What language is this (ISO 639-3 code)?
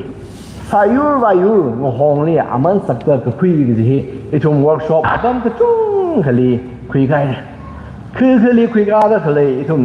nmf